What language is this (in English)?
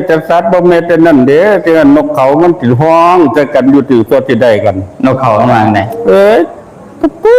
Northeastern Thai